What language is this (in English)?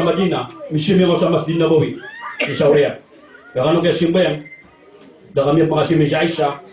Maranao